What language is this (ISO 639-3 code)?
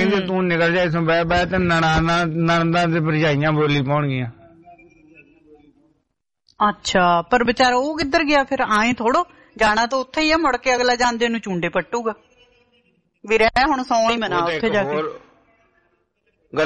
pan